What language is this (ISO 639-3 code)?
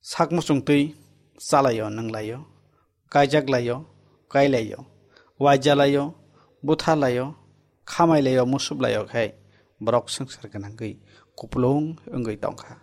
trp